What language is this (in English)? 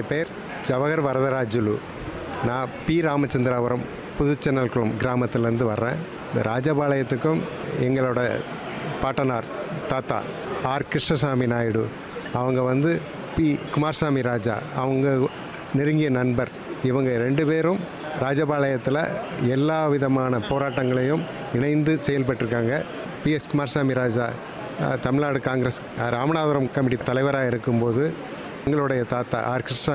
Tamil